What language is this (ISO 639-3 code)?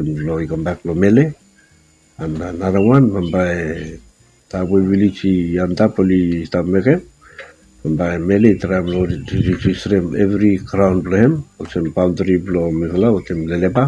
bis